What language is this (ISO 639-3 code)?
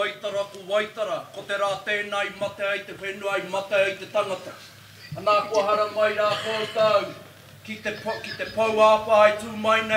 mri